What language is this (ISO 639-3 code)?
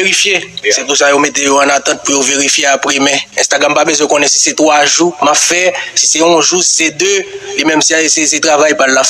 hat